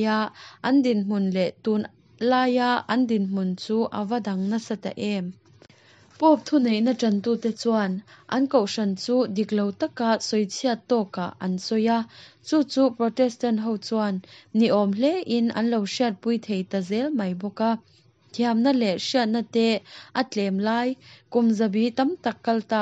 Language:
Mizo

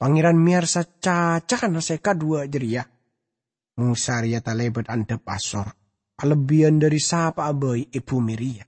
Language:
Madurese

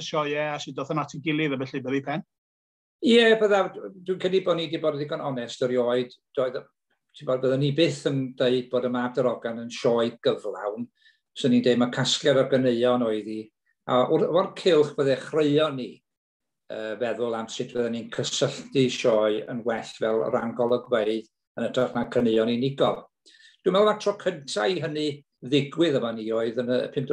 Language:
Welsh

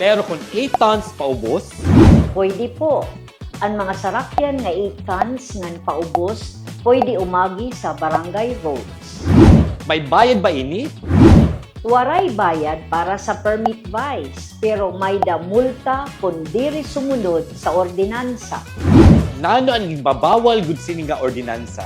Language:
Waray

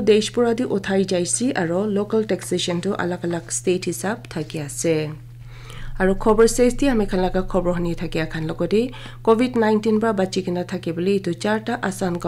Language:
Naga Pidgin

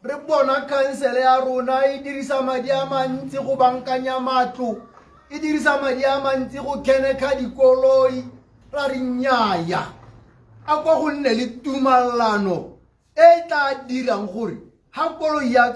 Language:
Tswana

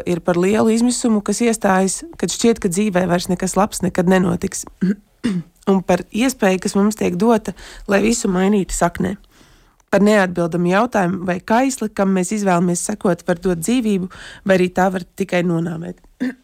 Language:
Latvian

